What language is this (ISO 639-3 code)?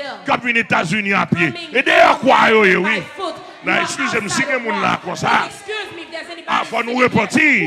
hat